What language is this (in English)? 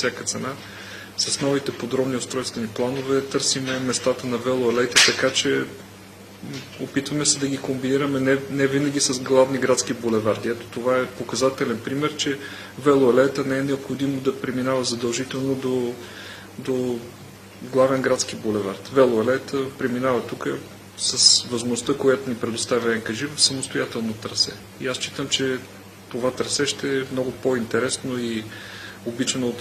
Bulgarian